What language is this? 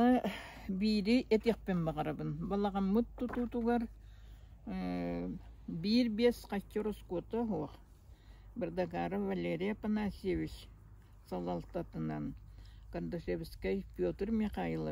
Yakut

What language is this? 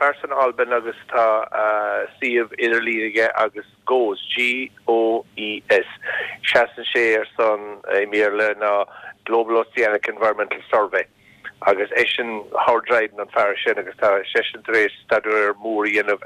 Irish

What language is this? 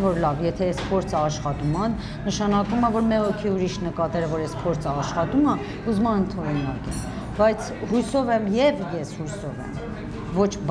Armenian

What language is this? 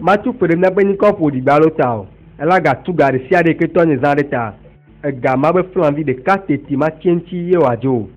Ewe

